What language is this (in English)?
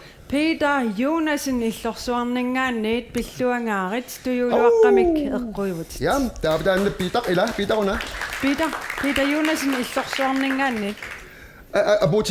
Kalaallisut